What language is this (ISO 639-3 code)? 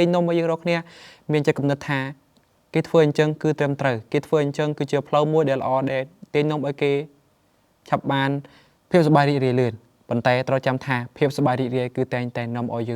khm